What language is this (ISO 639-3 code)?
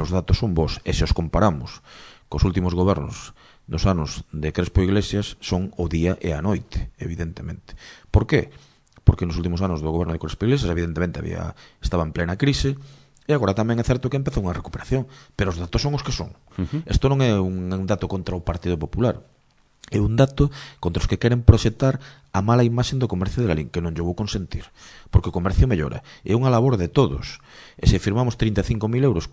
glg